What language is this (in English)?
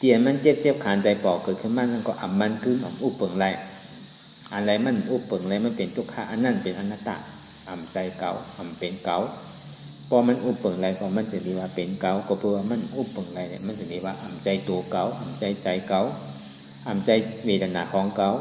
Shan